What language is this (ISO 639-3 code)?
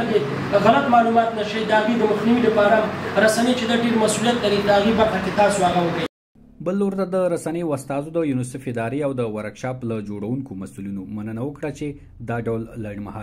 pus